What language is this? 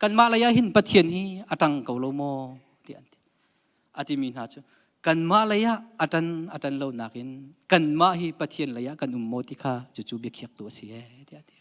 Hakha Chin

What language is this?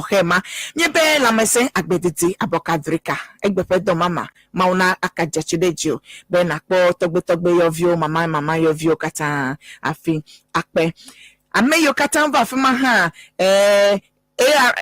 Ewe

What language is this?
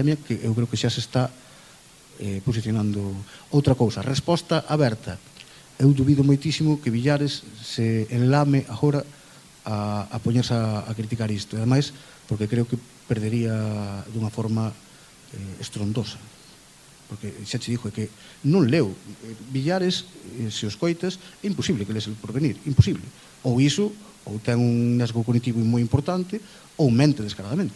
Galician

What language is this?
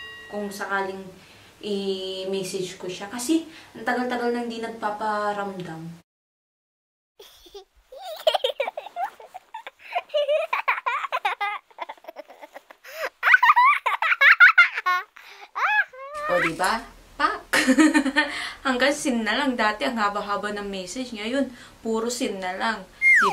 Filipino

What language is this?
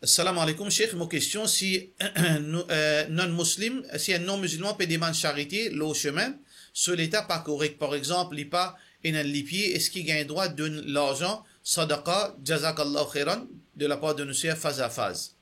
Morisyen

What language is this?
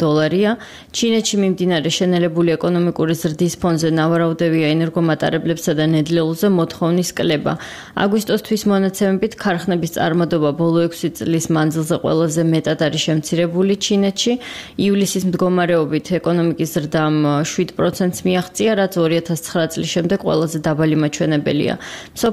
Georgian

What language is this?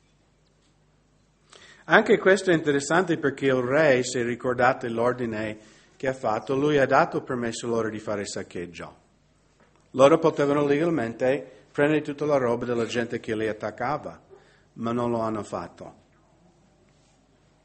Italian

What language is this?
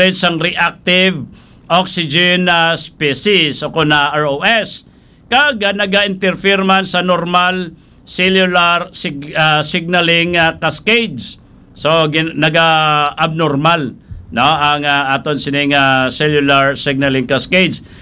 Hiligaynon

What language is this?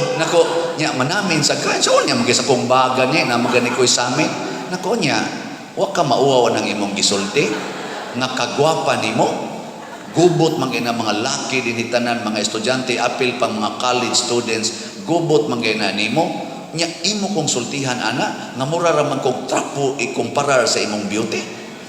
Cebuano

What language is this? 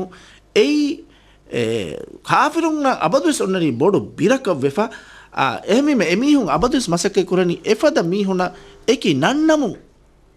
Divehi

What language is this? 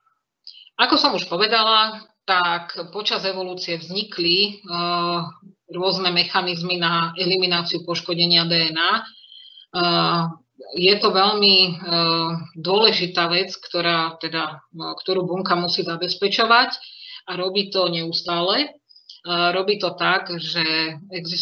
Slovak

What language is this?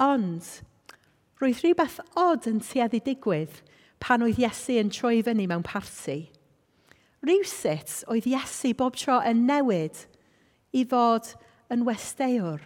Welsh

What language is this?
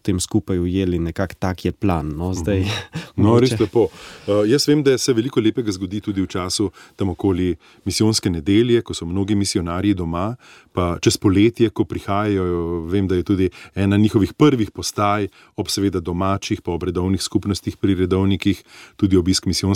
Slovenian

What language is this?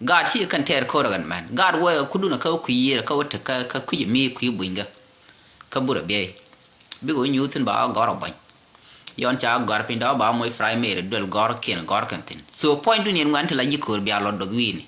Nuer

